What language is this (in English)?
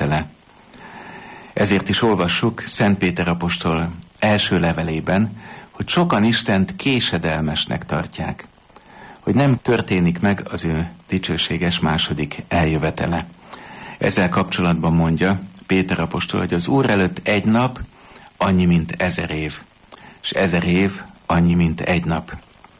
Hungarian